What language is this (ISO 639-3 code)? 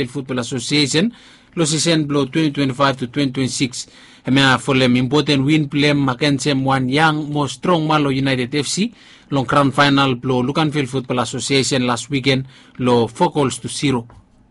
bis